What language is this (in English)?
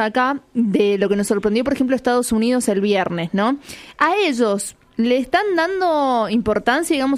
Spanish